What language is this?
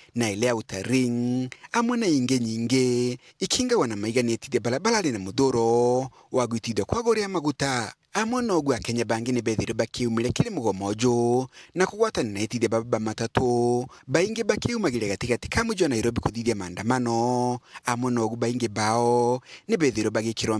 Meru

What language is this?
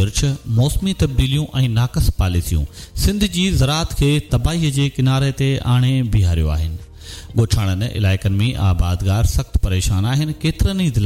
Sindhi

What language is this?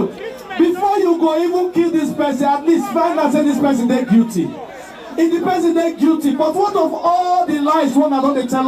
Nigerian Pidgin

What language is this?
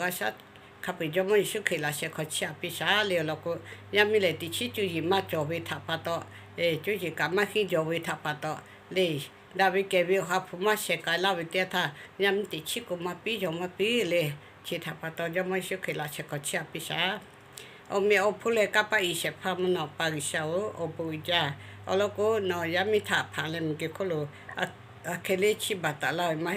Lahu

